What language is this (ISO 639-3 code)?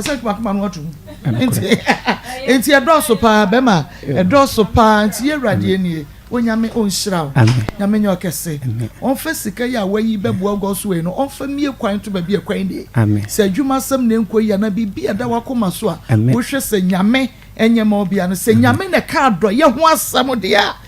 aka